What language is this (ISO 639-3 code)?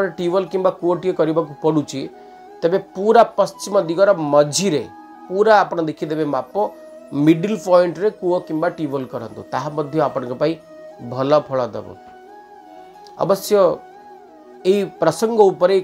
ori